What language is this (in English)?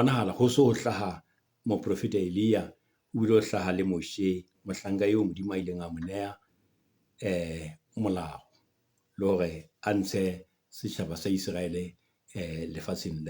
Southern Sotho